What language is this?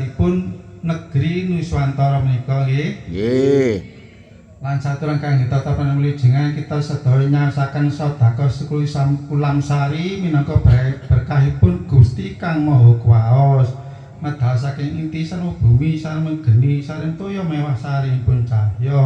Javanese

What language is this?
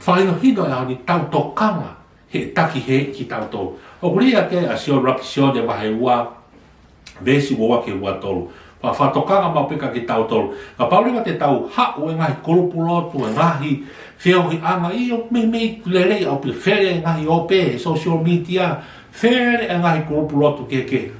Tongan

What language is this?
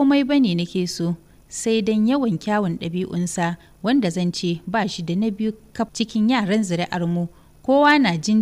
Hausa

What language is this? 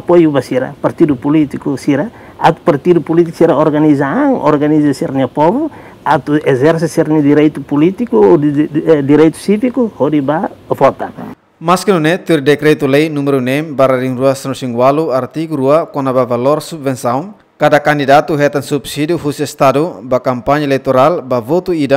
Tetum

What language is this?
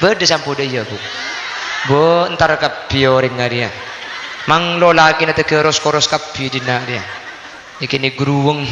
Madurese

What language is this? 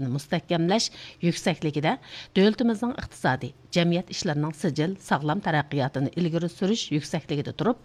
Uyghur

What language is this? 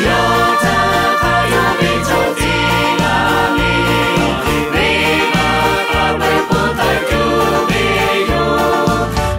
Lahu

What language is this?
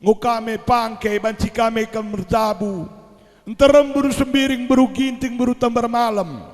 Batak Karo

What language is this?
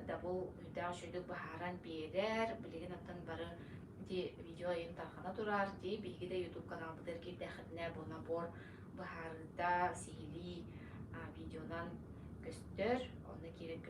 Yakut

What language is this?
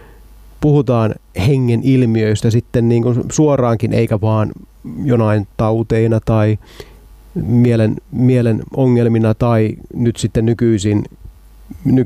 Finnish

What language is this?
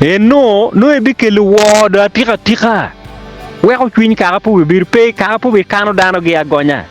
Acoli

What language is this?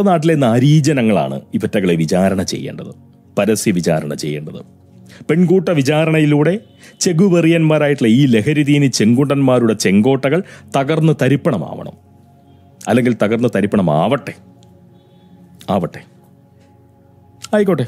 Malayalam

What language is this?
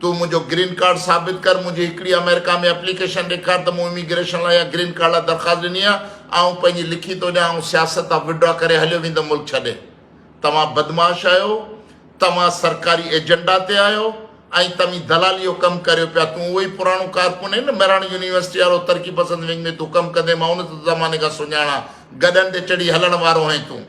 Sindhi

